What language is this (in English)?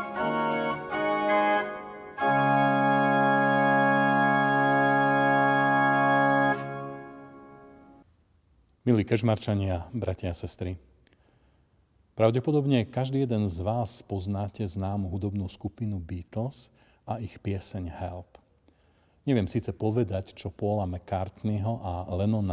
Slovak